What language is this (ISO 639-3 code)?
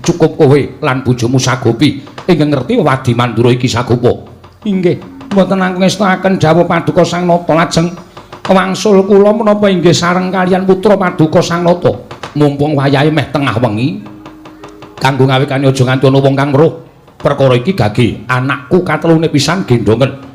jav